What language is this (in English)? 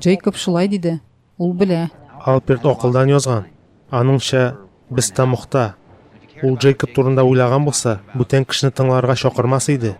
Tatar